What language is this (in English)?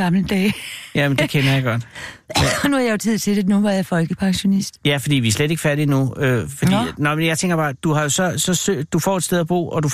Danish